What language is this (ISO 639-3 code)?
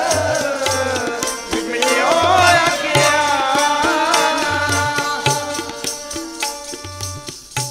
pan